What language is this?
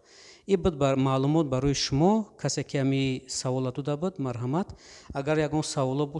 Tajik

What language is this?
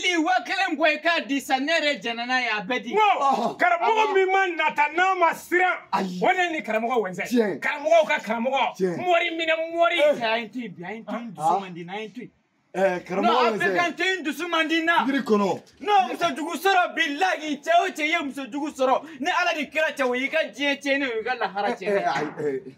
Bambara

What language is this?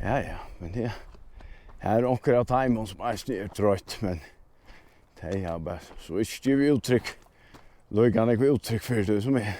Faroese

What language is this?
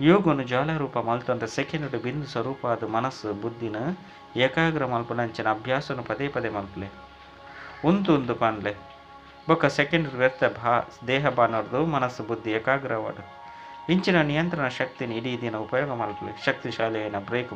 Tulu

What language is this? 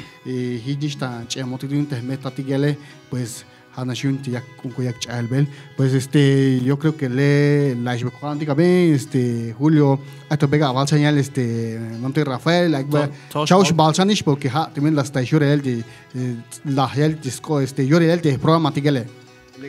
Tzeltal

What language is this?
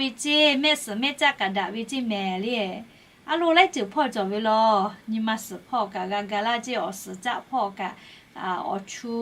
Lahu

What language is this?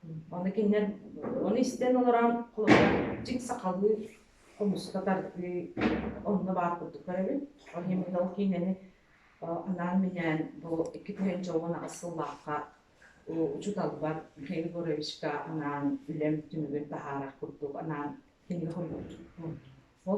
Yakut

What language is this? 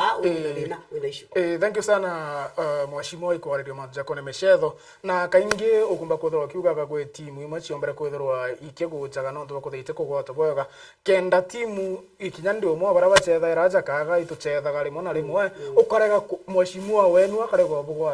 Meru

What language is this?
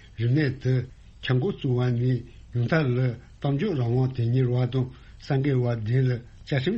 Tibetan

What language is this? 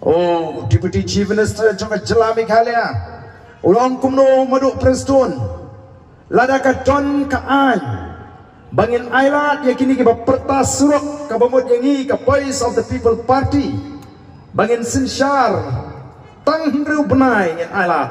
Khasi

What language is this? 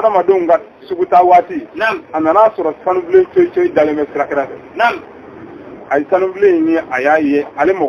Bambara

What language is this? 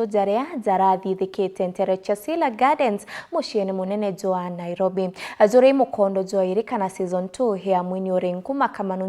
Meru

